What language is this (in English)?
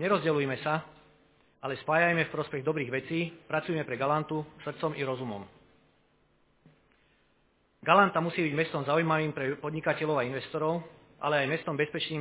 Slovak